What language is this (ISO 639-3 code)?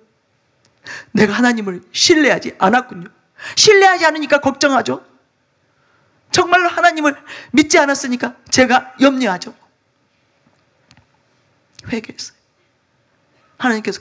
kor